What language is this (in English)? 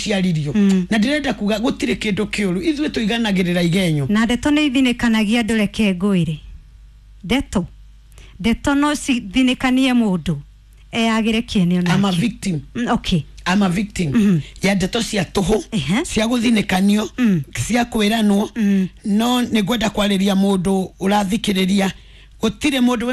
Kikuyu